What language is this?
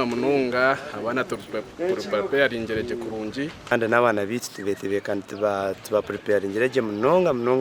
Nyankole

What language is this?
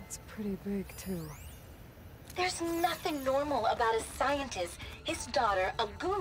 English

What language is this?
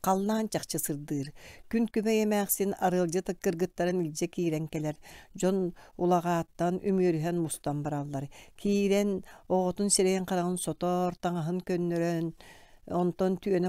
Yakut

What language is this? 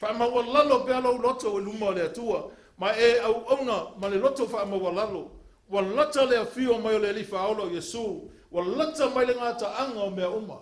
Samoan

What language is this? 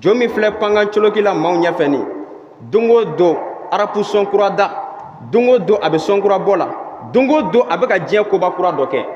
Bambara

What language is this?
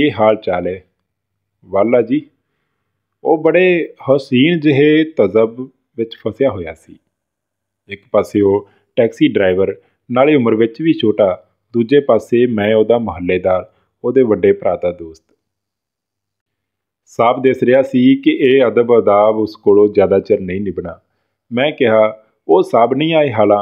Punjabi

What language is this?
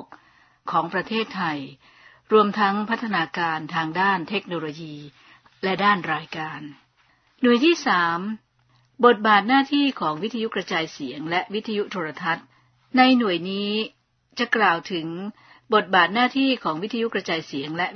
Thai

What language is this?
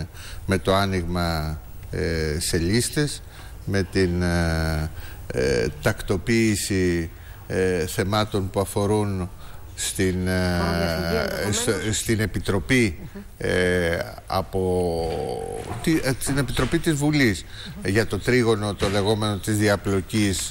Greek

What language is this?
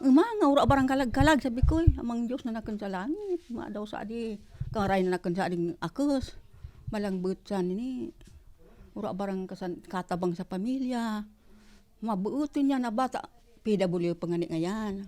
Bikol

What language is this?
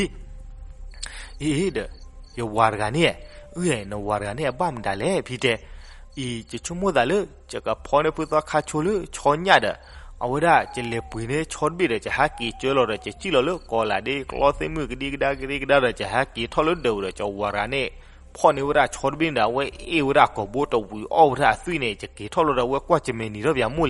S'gaw Karen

